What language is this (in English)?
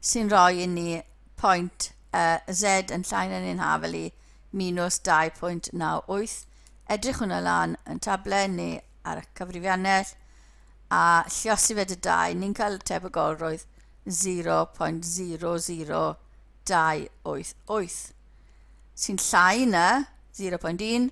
Welsh